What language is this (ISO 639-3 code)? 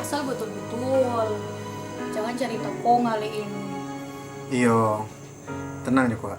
xmm